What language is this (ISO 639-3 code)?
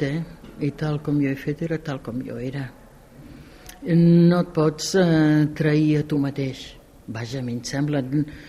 cat